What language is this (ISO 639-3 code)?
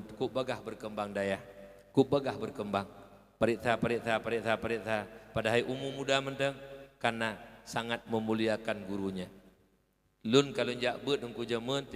ace